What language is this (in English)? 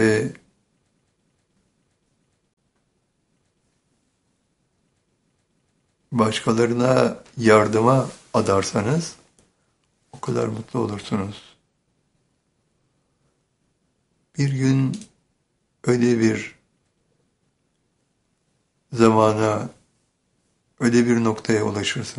Turkish